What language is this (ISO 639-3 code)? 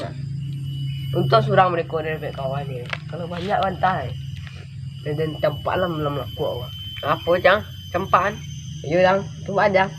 min